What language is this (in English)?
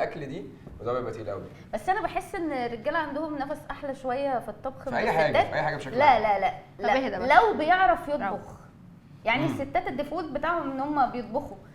Egyptian Arabic